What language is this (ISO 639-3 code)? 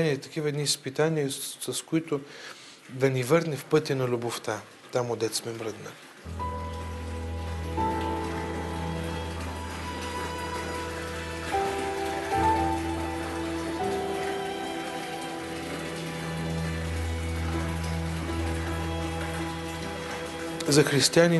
bul